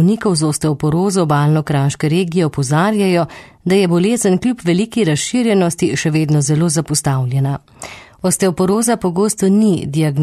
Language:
Slovenian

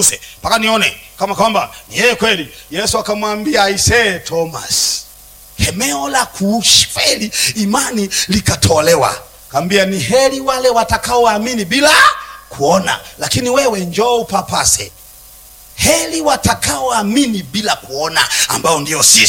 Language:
Swahili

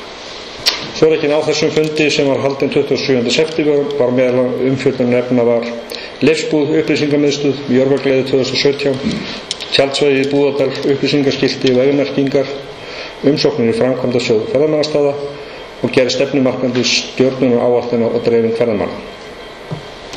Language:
Icelandic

